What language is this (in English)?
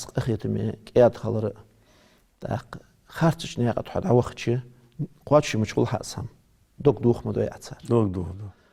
Ingush